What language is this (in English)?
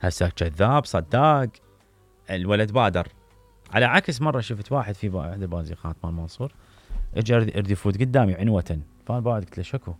Mesopotamian Arabic